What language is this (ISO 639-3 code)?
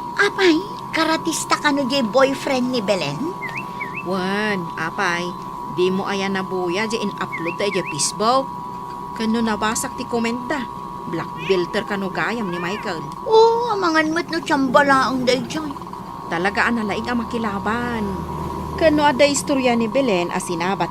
ilo